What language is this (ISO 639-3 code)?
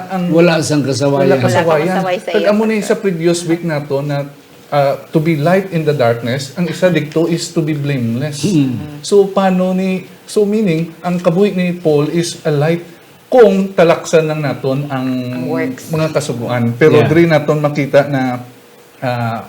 hil